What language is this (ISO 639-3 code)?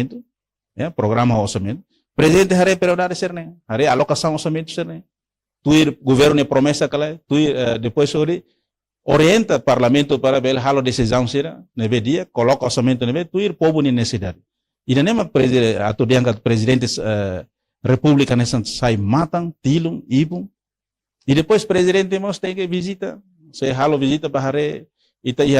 tet